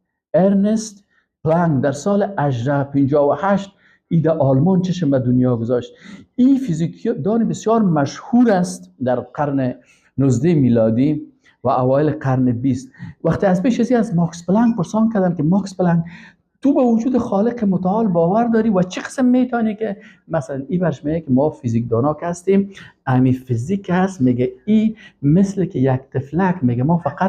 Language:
Persian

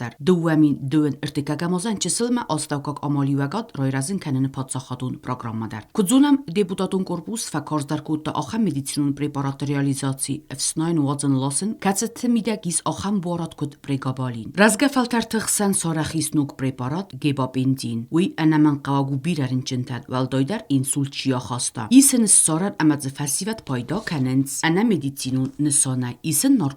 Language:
Ossetic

